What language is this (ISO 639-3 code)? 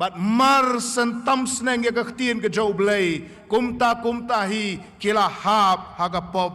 kha